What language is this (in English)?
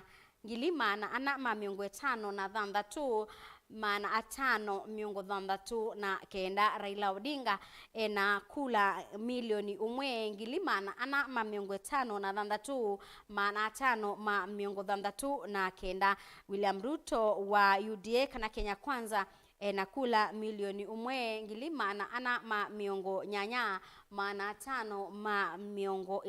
Kamba